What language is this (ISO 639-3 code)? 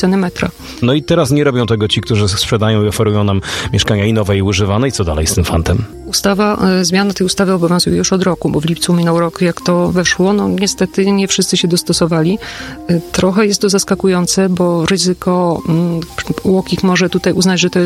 pol